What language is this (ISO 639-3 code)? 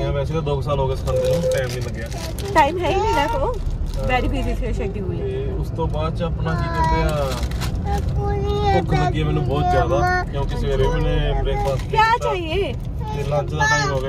pan